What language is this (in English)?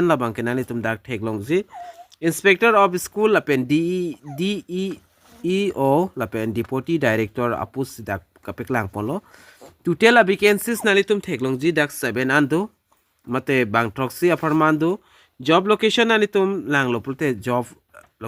Karbi